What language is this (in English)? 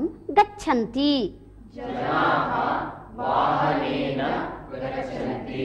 Sanskrit